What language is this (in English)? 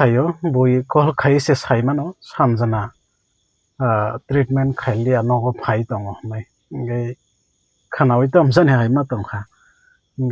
Kok Borok